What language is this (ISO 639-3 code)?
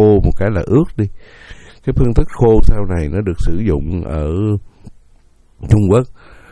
vie